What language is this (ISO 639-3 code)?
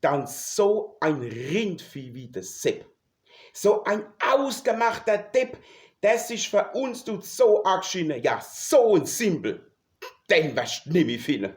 pfl